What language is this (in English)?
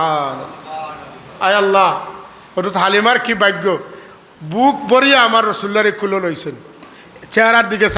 Sylheti